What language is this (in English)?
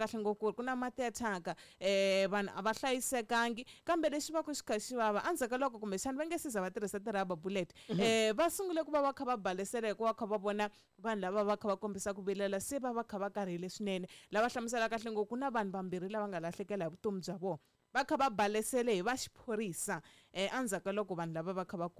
Tsonga